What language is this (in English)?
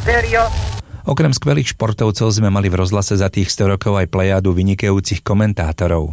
Slovak